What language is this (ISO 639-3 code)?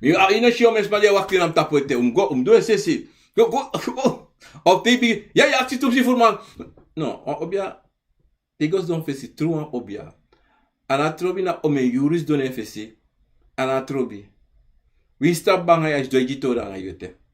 srn